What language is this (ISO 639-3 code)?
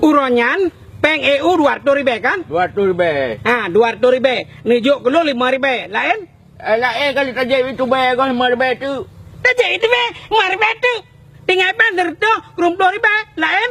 ace